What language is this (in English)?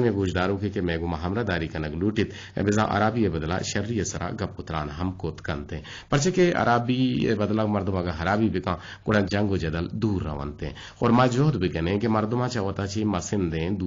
Eastern Balochi